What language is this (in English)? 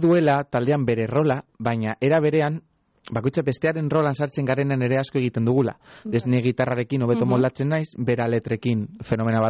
Basque